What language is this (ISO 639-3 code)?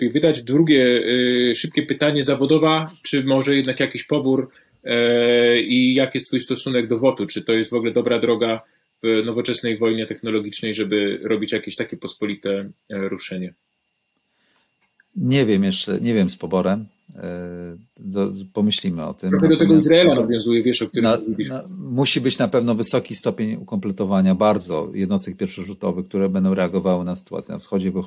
pol